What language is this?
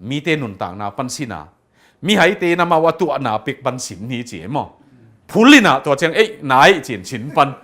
Tedim Chin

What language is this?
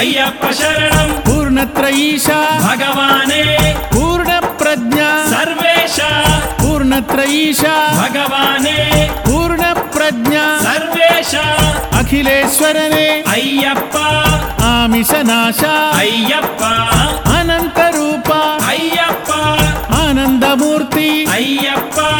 Telugu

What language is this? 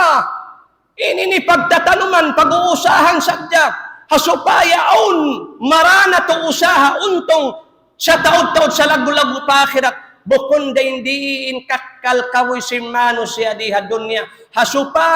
Tausug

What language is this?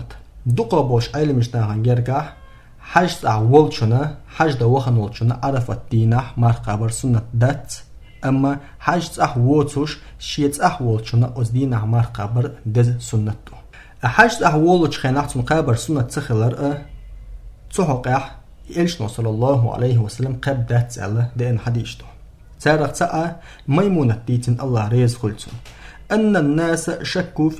Chechen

